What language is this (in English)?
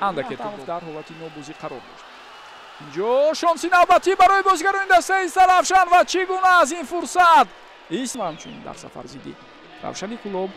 Tajik